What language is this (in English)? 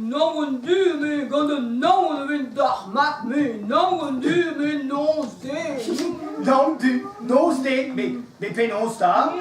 Breton